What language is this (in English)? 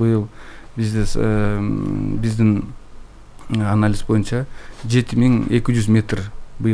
Kyrgyz